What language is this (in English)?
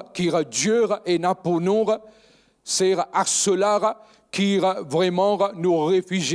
Morisyen